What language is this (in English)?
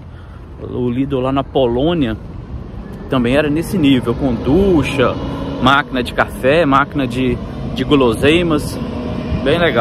Portuguese